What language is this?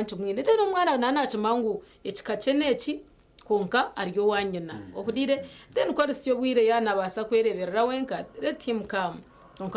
Nyankole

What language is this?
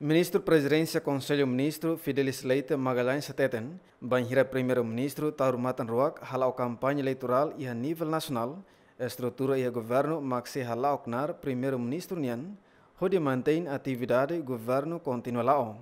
Tetum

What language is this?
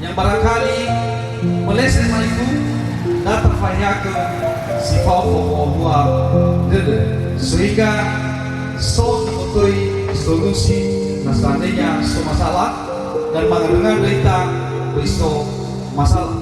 Nias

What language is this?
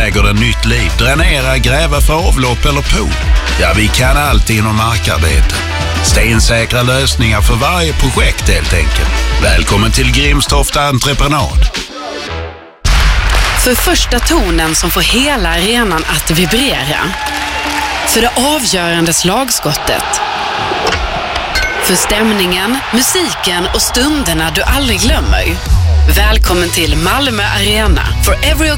Swedish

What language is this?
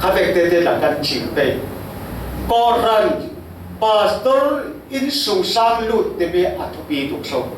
Falam Chin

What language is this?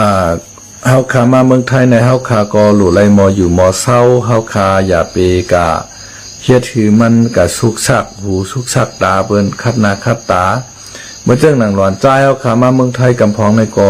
Shan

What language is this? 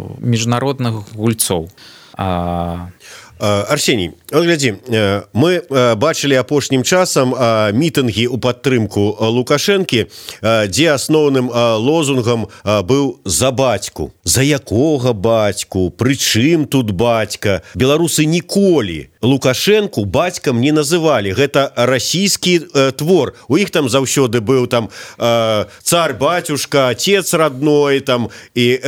Belarusian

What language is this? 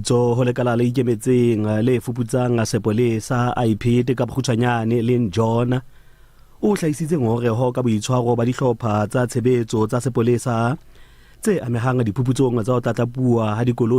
Southern Sotho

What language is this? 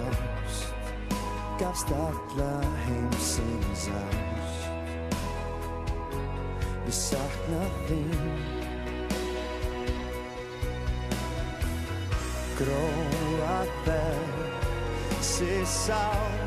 Icelandic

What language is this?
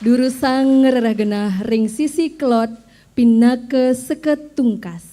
Balinese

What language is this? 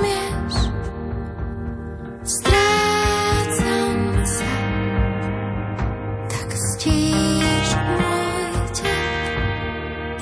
Slovak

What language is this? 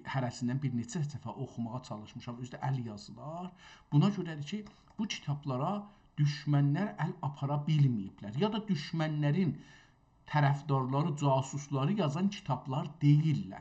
South Azerbaijani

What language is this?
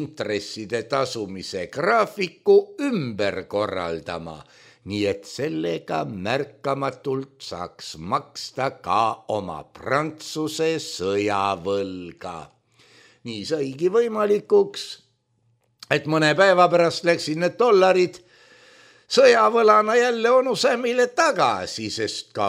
Estonian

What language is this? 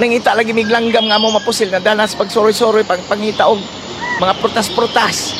Cebuano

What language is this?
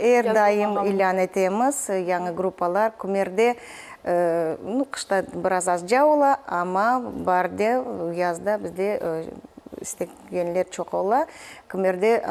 Crimean Tatar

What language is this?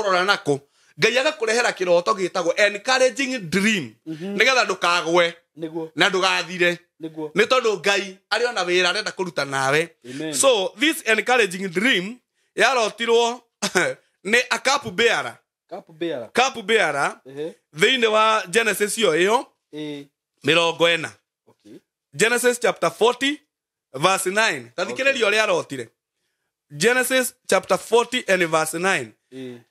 Kikuyu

